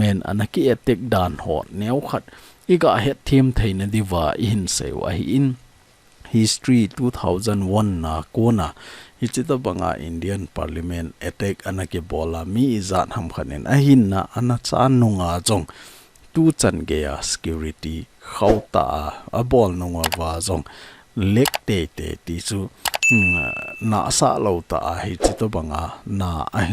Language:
Thado Chin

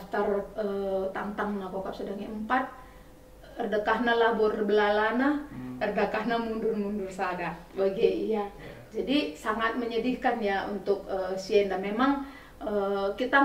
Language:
Batak Karo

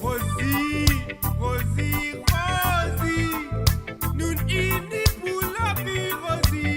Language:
Morisyen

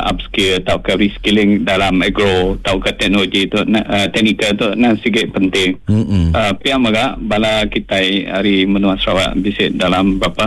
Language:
Iban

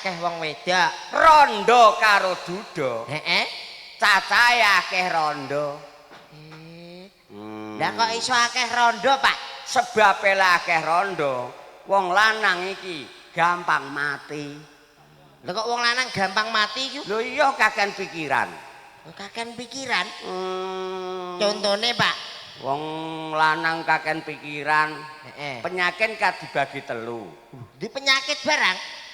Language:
Javanese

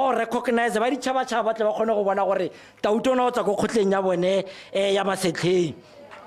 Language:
Tswana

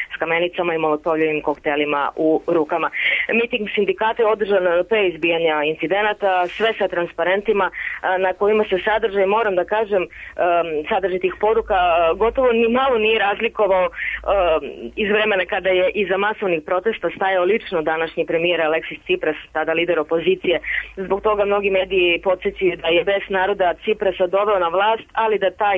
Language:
Serbian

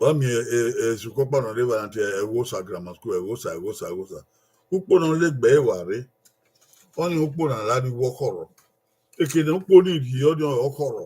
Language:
Bini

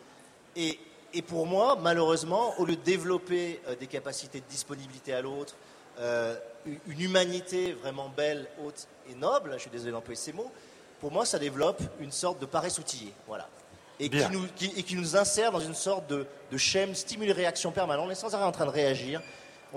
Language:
French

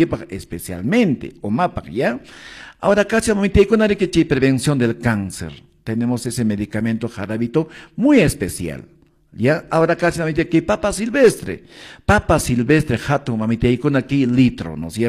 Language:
Quechua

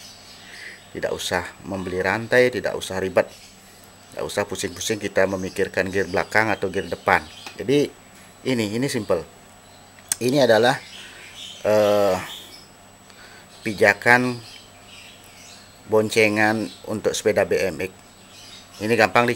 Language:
Indonesian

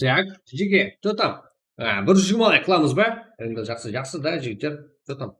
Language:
Kara-Kalpak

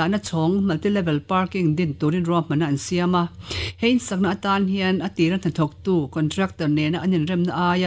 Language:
Mizo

